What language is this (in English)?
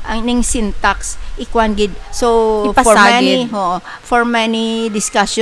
Hiligaynon